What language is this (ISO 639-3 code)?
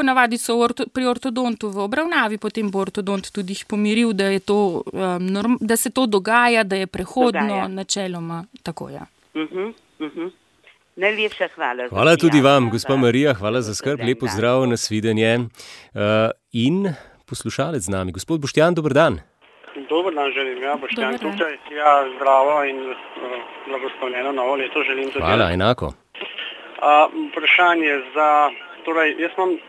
slv